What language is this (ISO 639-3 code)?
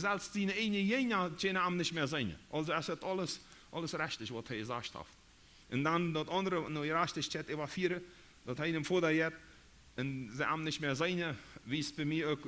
pdt